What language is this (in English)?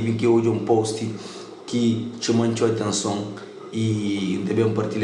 Kabuverdianu